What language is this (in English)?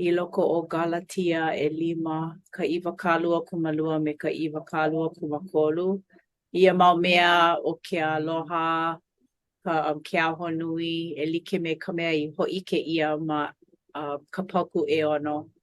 Hawaiian